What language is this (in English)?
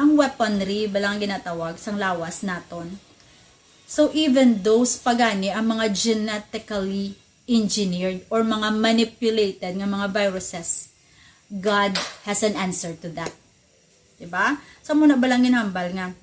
Hiligaynon